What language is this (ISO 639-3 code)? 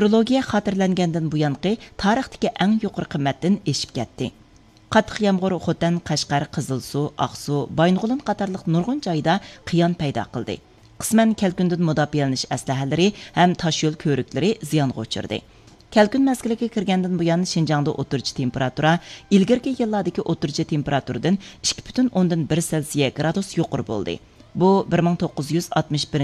uig